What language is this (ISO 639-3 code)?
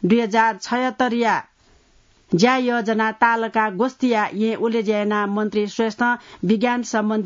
new